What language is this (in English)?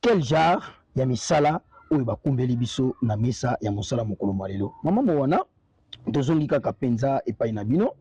Lingala